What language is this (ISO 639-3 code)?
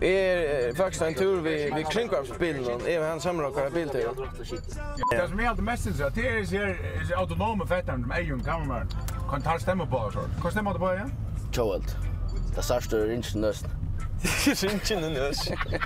fao